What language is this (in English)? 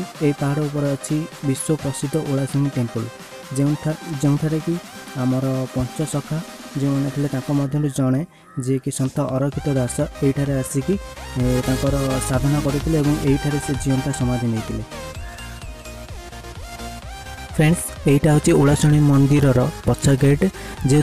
Odia